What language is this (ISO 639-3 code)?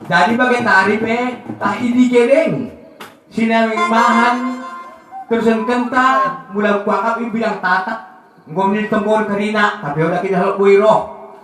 btd